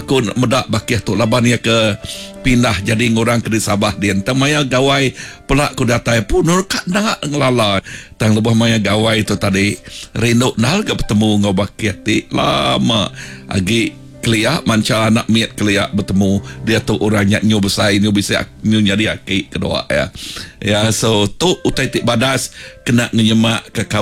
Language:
Iban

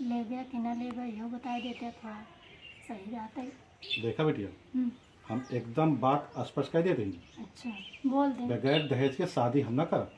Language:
Awadhi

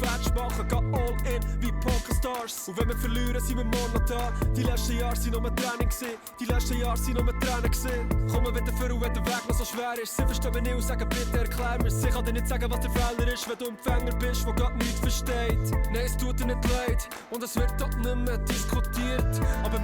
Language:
Swiss German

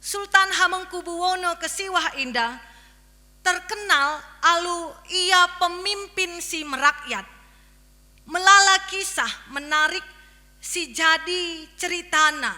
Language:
Batak Karo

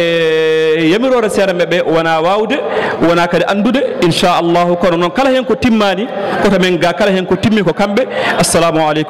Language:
Fula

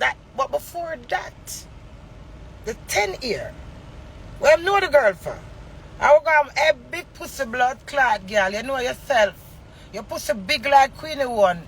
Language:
Jamaican Creole English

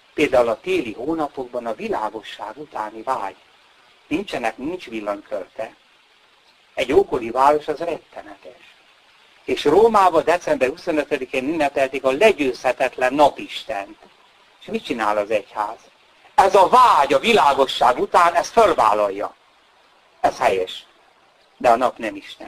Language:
Hungarian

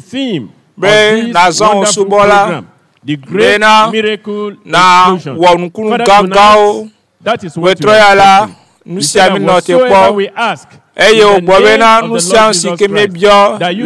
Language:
Ewe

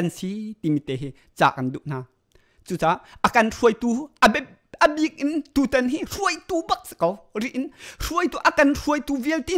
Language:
Hakha Chin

